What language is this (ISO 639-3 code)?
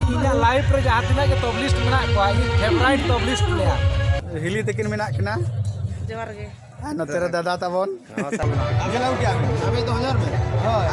sat